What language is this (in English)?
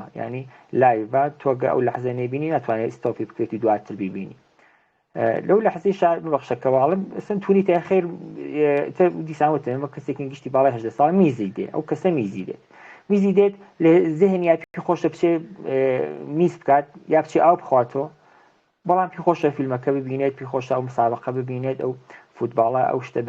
Central Kurdish